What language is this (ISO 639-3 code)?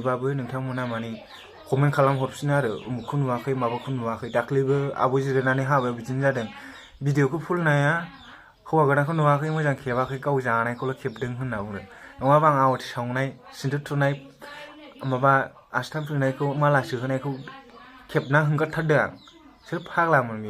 brx